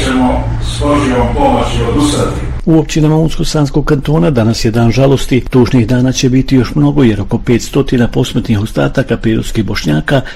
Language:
Bosnian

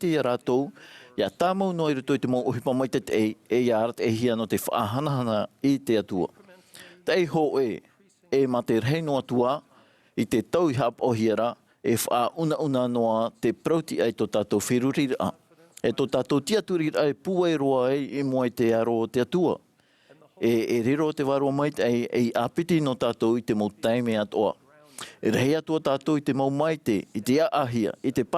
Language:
Tahitian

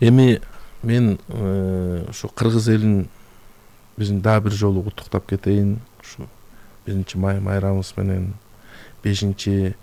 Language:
Kyrgyz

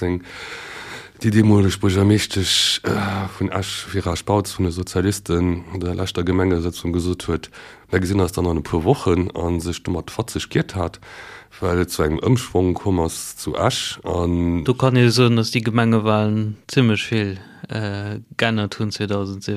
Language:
Luxembourgish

